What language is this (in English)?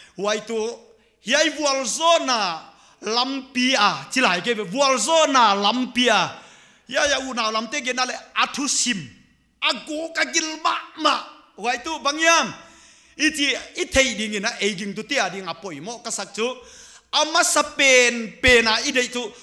Paite Chin